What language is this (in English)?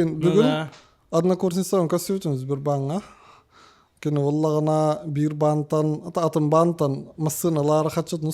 Yakut